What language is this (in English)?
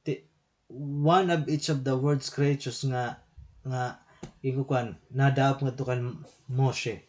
Waray